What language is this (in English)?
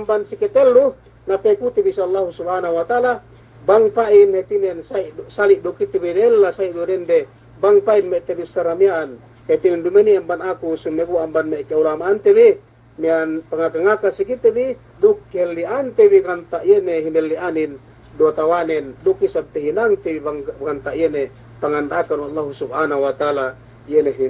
Yakan